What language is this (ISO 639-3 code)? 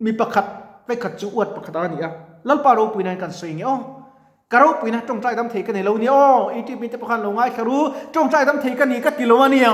lus